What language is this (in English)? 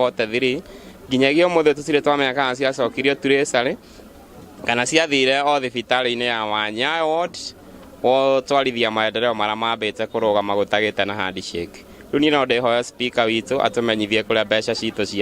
Kikuyu